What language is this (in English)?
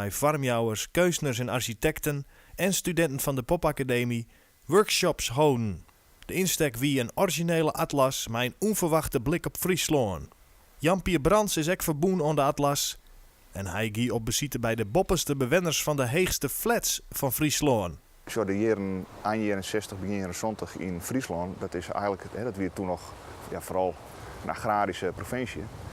Western Frisian